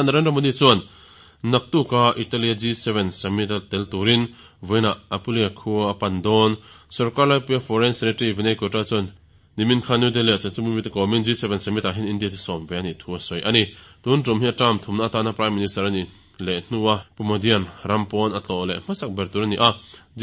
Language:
Mizo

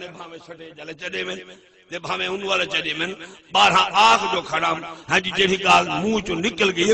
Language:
Saraiki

